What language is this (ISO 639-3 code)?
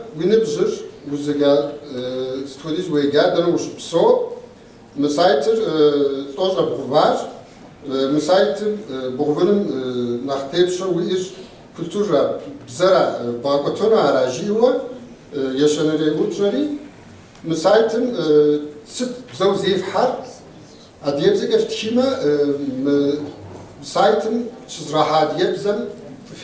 kbd